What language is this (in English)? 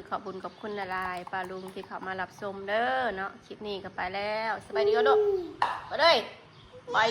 Northeastern Thai